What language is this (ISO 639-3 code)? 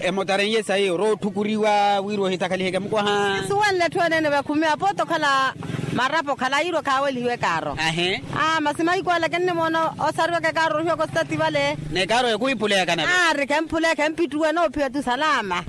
vmw